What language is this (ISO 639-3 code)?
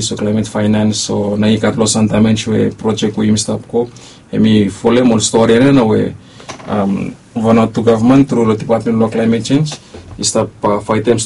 bis